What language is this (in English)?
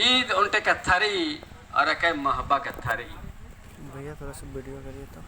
Kurukh